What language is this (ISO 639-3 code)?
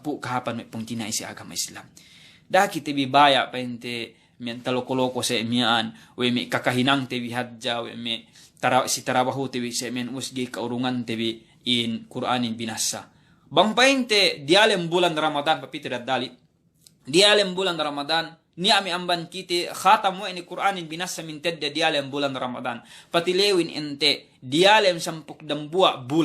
yka